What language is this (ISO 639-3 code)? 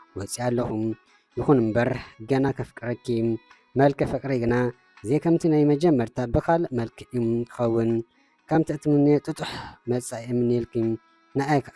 tir